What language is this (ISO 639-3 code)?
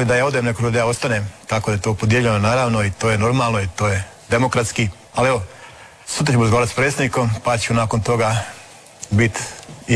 hrv